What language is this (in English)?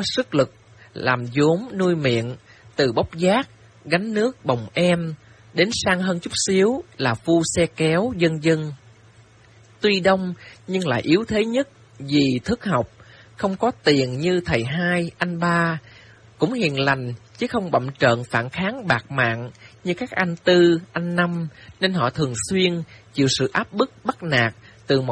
Vietnamese